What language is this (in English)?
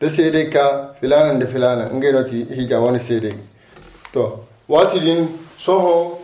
Zarma